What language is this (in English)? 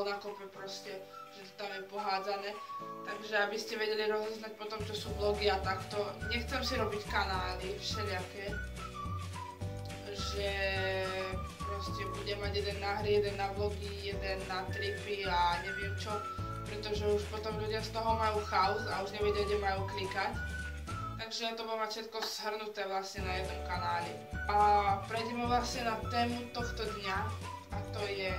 Slovak